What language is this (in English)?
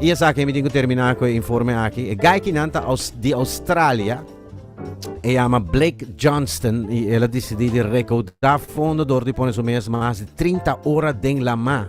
Papiamento